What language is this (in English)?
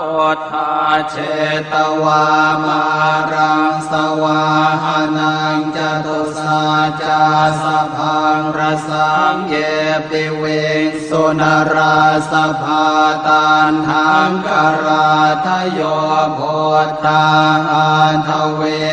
Pali